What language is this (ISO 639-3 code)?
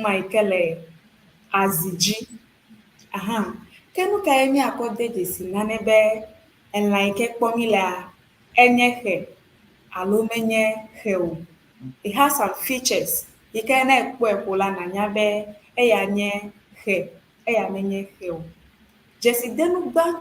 ewe